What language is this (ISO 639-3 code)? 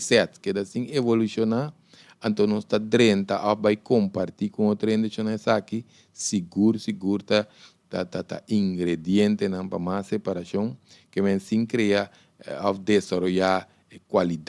pap